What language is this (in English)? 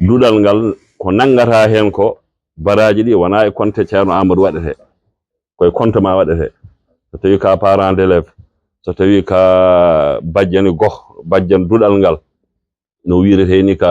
Fula